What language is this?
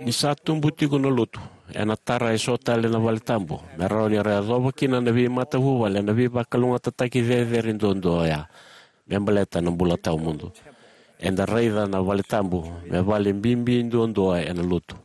Fijian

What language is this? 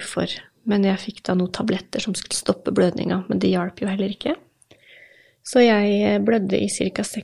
Norwegian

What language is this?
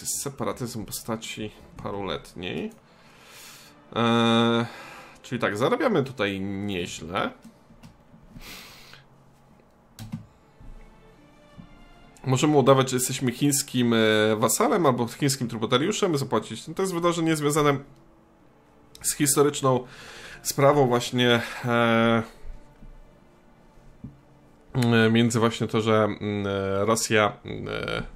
Polish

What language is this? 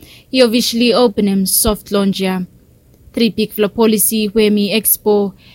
Bislama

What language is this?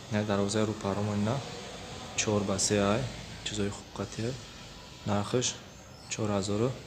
Tajik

